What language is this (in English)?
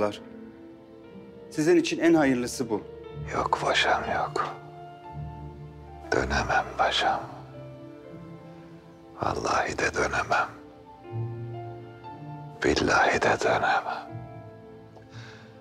Turkish